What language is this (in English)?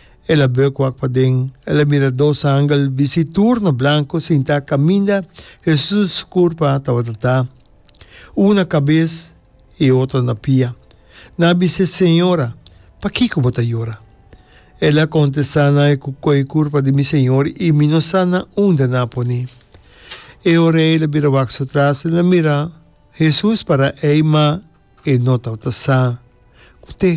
Papiamento